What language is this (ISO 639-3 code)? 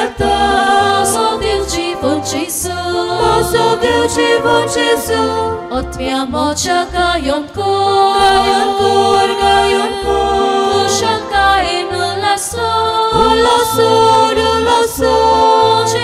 kok